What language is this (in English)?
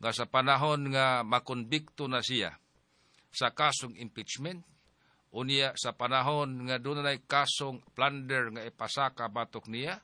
Cebuano